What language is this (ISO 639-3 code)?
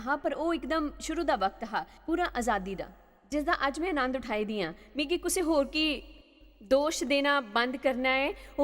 doi